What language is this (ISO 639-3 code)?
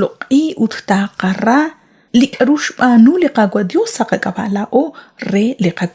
kek